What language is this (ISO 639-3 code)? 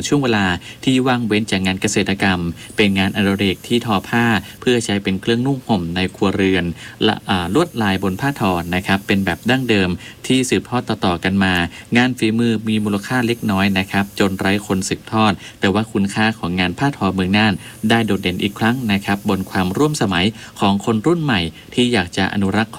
tha